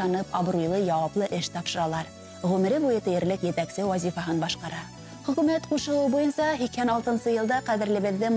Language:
Bashkir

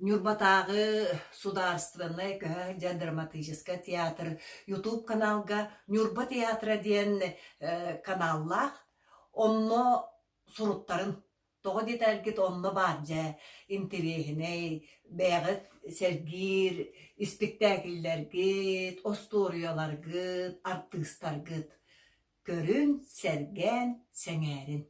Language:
Yakut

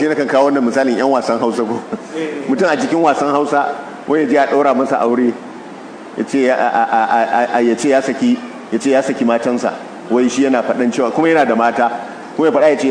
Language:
Hausa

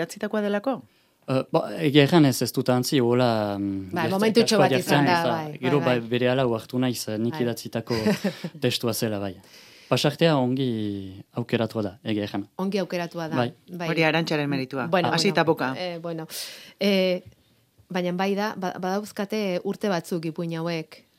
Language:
Basque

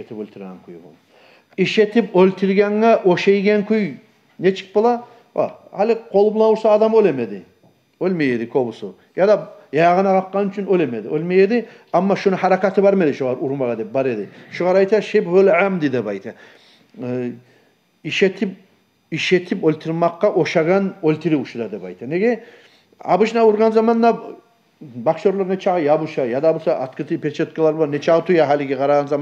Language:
Kumyk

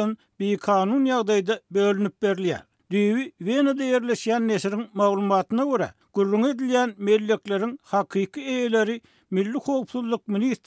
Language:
Turkmen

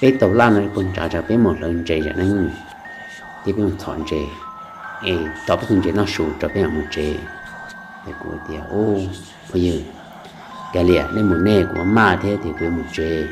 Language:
Hmong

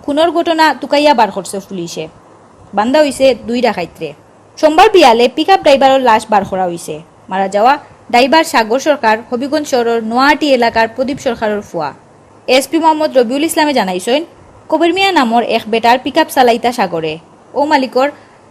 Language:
Sylheti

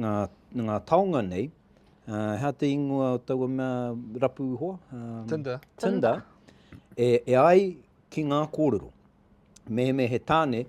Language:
Māori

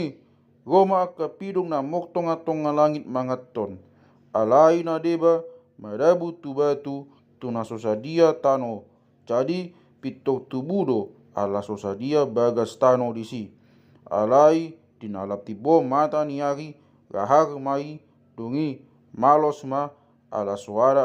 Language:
Batak Toba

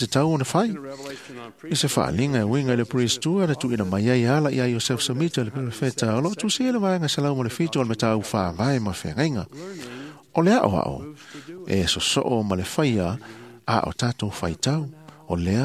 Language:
Samoan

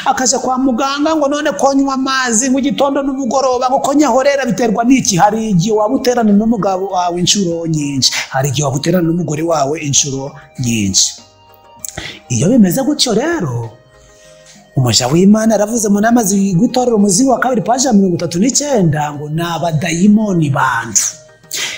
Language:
Kinyarwanda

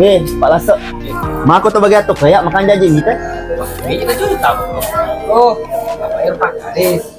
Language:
Buginese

